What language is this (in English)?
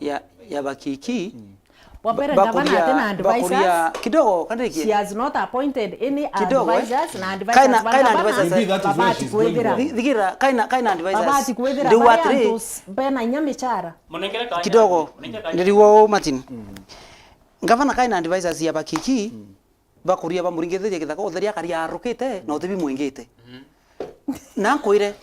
Meru